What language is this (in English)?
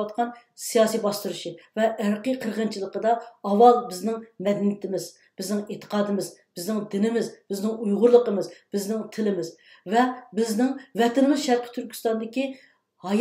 Uyghur